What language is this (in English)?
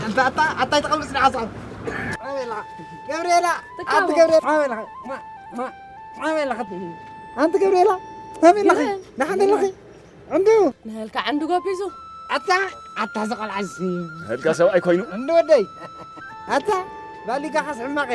Tigrinya